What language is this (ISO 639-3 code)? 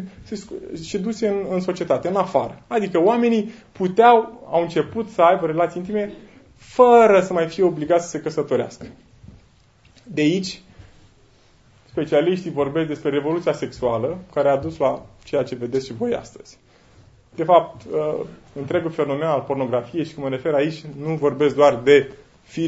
ron